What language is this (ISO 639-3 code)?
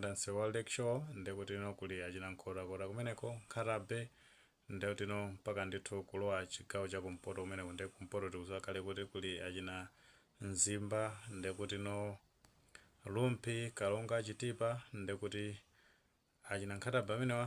nya